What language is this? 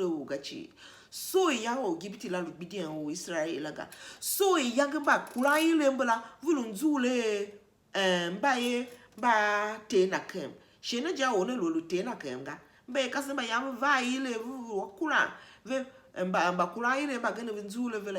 Tiv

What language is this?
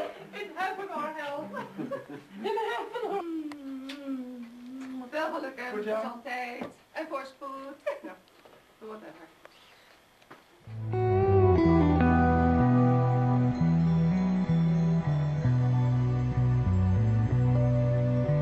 Dutch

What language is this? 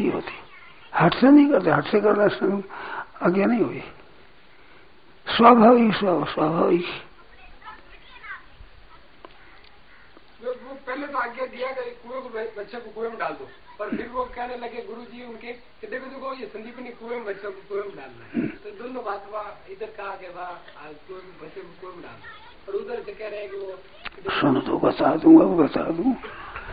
Hindi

